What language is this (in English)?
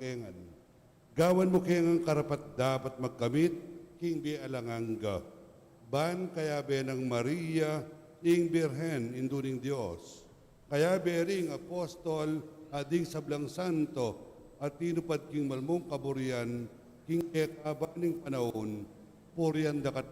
Pampanga